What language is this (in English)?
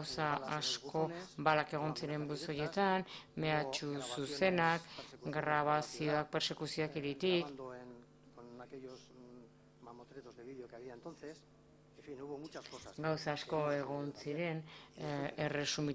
Basque